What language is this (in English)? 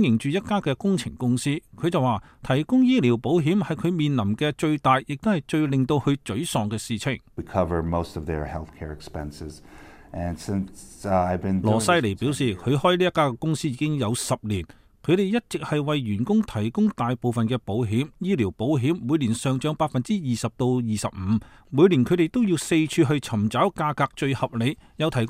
Cantonese